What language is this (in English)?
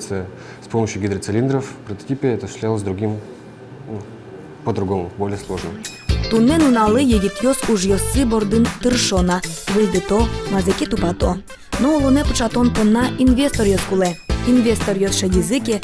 Udmurt